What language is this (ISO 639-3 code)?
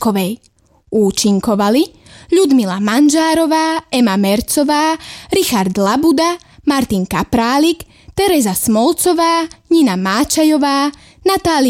slk